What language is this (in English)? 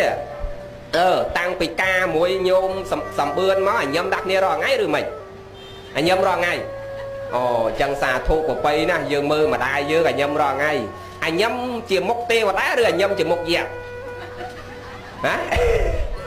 Khmer